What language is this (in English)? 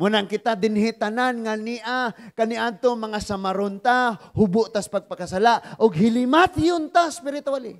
Cebuano